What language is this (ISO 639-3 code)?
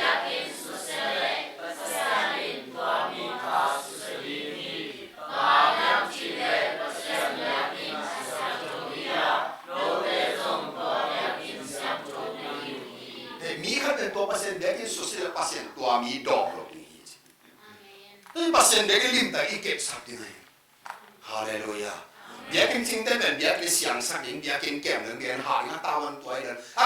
ctd